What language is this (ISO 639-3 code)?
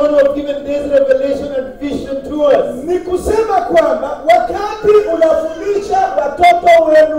swa